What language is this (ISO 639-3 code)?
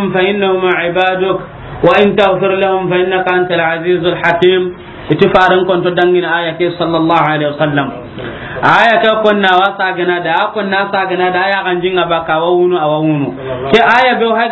snk